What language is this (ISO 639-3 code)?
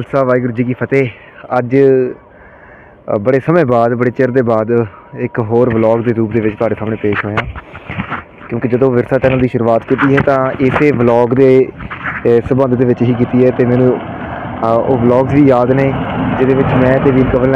pan